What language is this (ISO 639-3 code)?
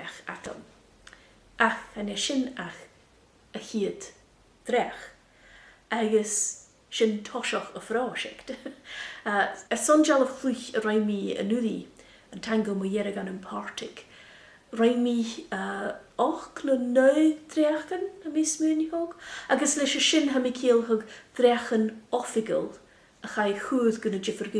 gla